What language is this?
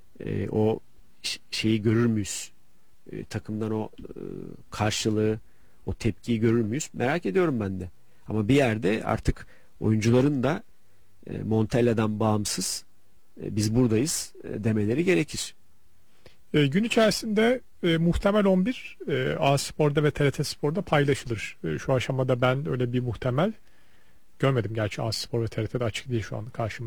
Turkish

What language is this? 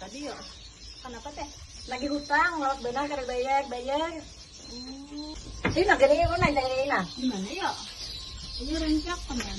Banjar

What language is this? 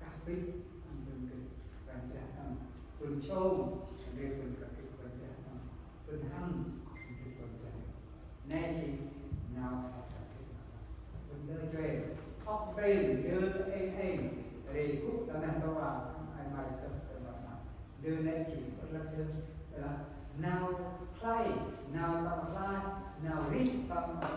Central Mnong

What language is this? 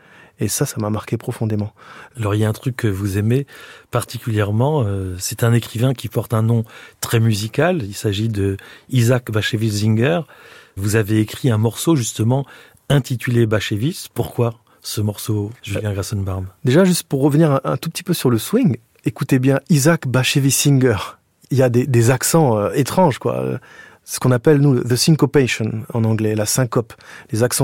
French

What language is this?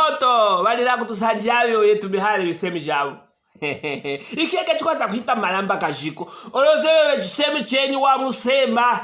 Luvale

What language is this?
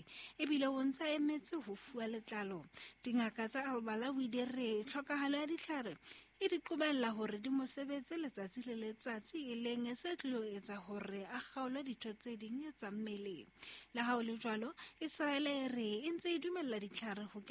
Southern Sotho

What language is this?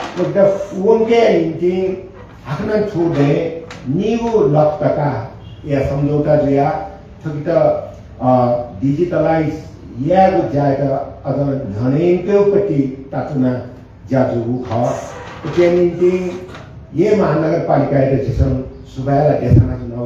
Newari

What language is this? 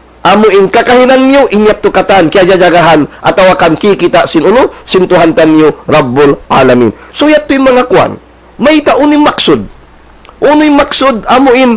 Tausug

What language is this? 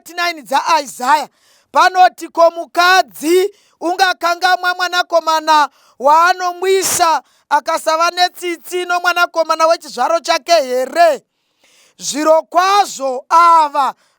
Shona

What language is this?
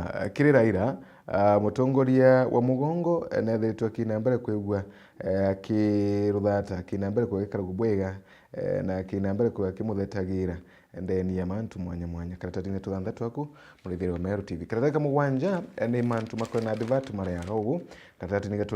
Meru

